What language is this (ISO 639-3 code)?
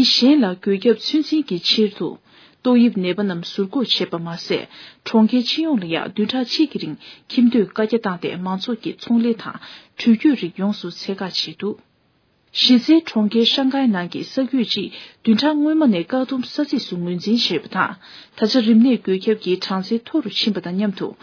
bod